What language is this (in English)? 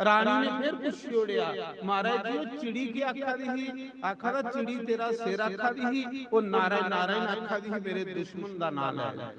Dogri